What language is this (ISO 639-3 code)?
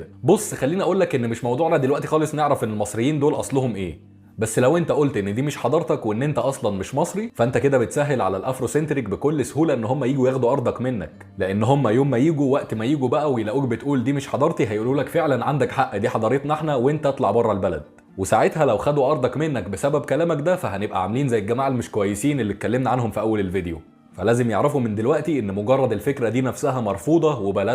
arz